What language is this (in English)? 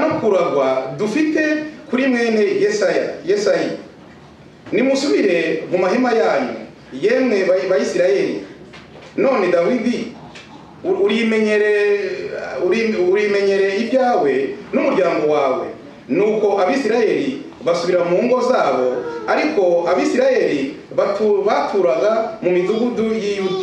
Kinyarwanda